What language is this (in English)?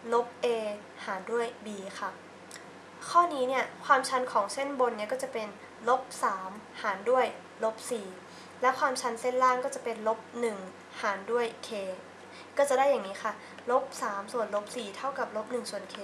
Thai